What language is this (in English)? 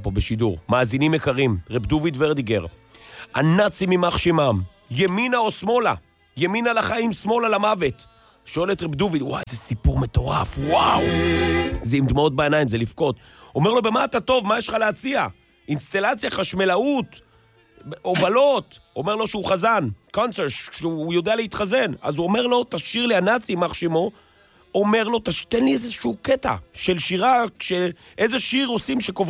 Hebrew